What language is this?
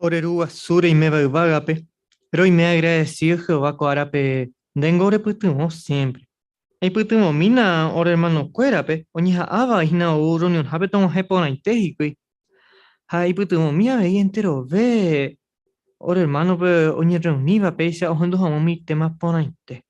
Guarani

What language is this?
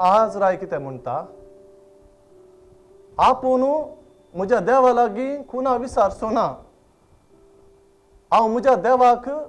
Konkani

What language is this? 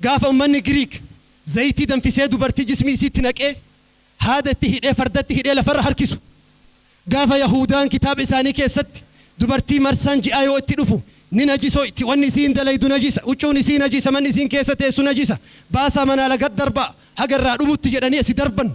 Oromo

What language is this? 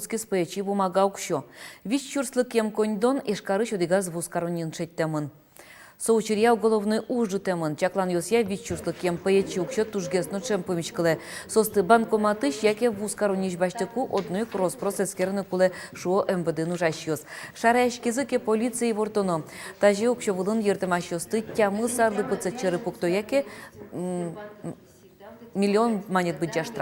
Udmurt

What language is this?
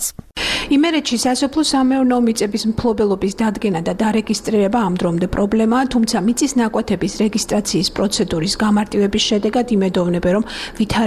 Georgian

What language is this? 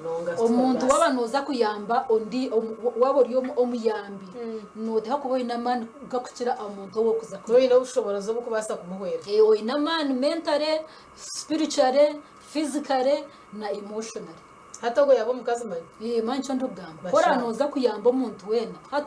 Nyankole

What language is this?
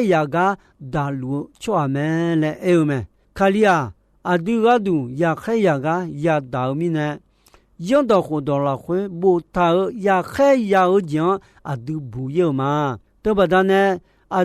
Akha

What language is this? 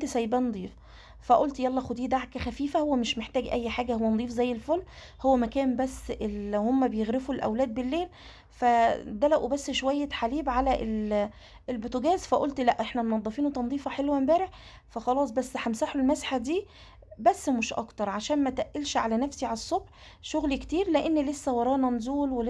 Egyptian Arabic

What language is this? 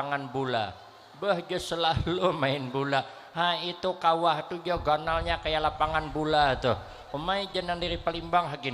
Banjar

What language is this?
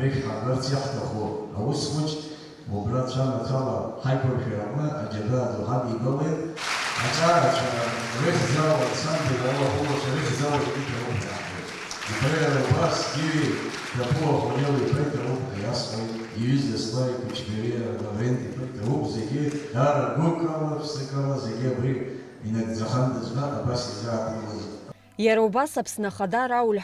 Abkhazian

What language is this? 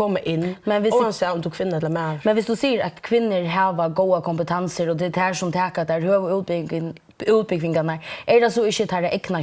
Faroese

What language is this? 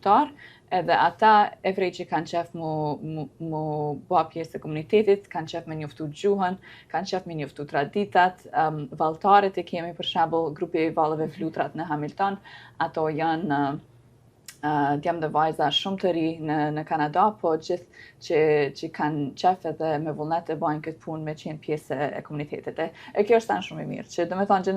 Albanian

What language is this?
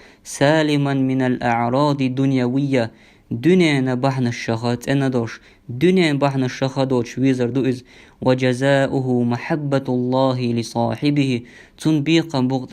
Chechen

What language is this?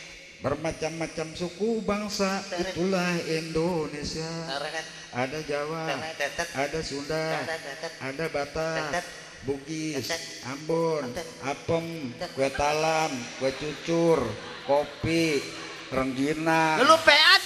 Betawi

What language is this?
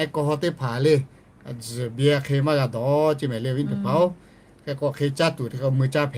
Lahu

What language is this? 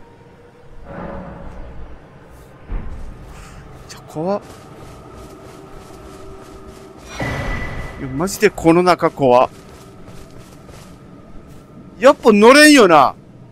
Japanese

